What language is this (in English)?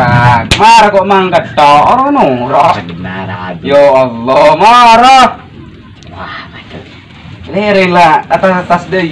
Madurese